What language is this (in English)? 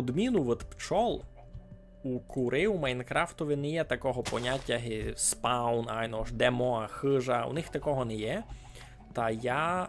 Rusyn